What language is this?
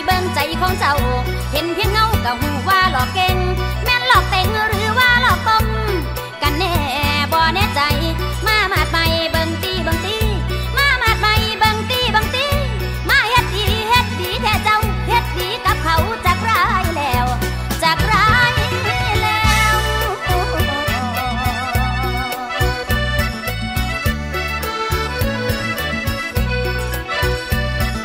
Thai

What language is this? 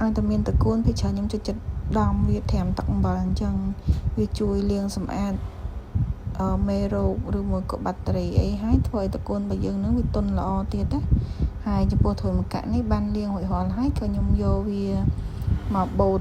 Khmer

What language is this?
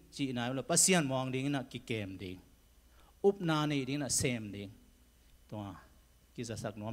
Tedim Chin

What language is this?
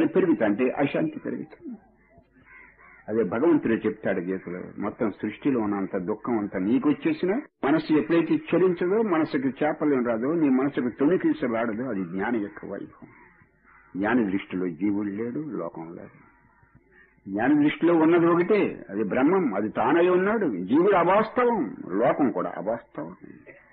Telugu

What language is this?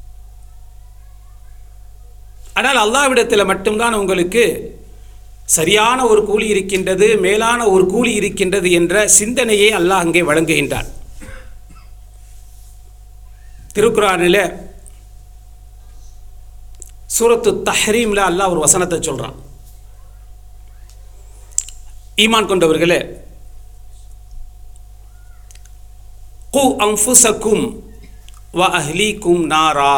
Tamil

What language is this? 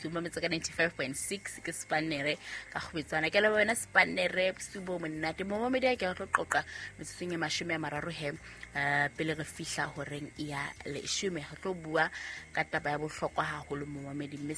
Southern Sotho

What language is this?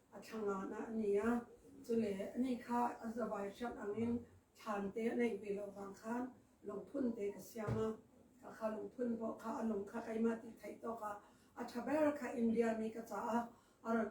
Hakha Chin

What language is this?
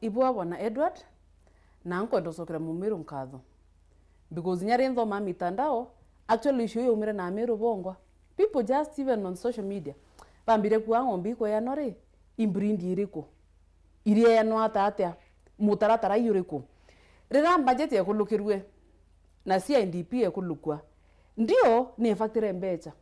Meru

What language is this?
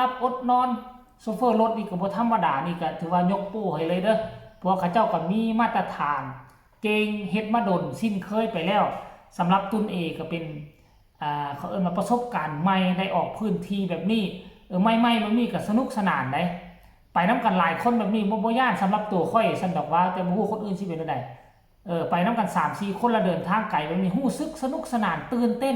Northeastern Thai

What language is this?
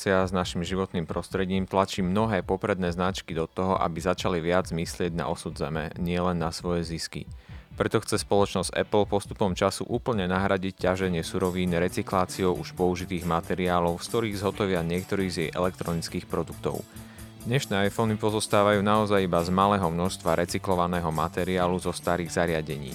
Slovak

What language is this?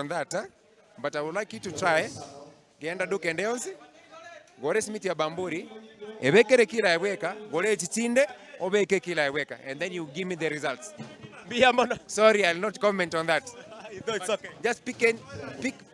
Gusii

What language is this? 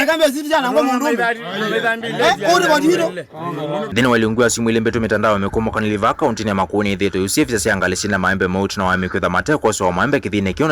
Kamba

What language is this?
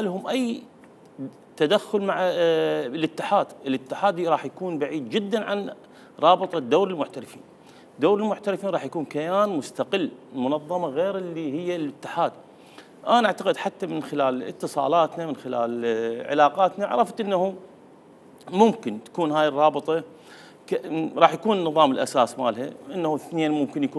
Mesopotamian Arabic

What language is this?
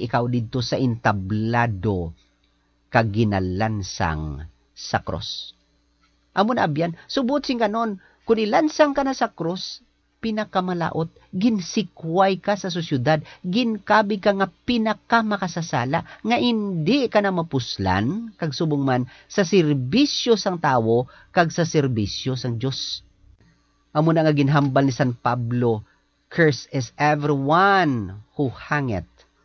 Hiligaynon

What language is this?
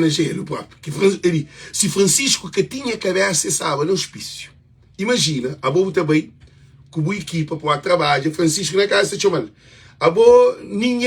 Kabuverdianu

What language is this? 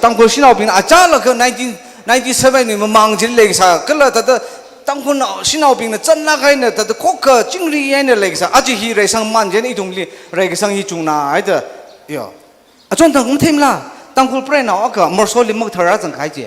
Tangkhul Naga (India)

